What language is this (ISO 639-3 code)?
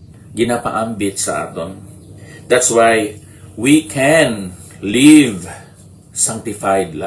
hil